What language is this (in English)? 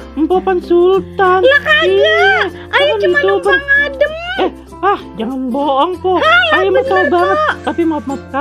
Betawi